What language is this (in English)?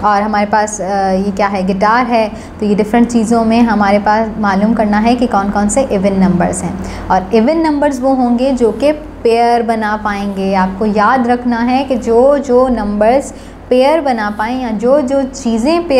Hindi